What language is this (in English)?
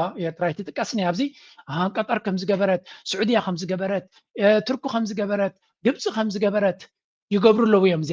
Tigrinya